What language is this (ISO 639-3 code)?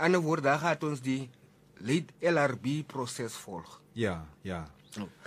afr